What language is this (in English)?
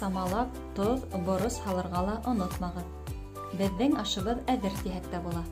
Bashkir